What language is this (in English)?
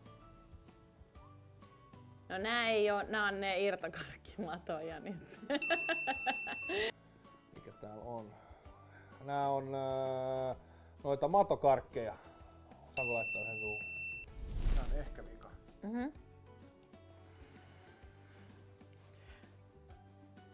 Finnish